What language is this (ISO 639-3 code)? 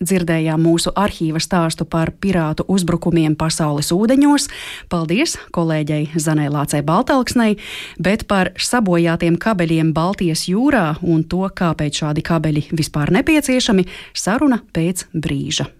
lav